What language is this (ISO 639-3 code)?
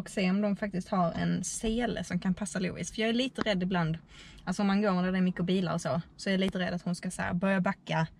swe